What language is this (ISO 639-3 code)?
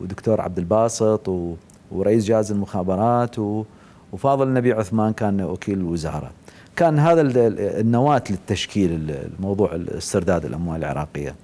acm